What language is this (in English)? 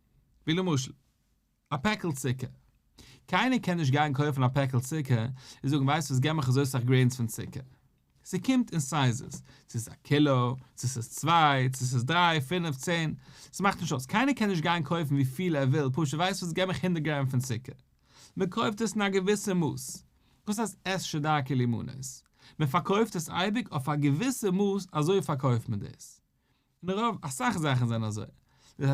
Yiddish